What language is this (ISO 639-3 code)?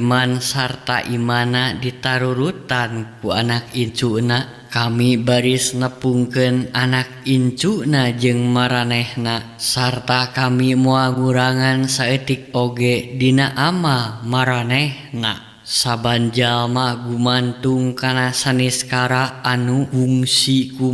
sun